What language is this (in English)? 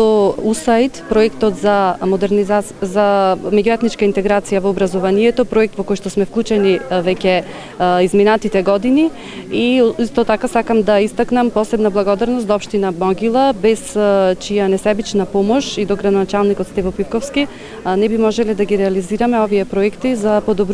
Macedonian